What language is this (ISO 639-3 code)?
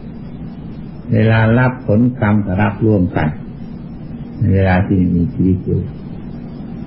tha